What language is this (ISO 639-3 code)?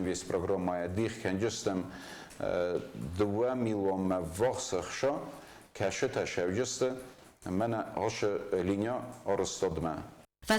oss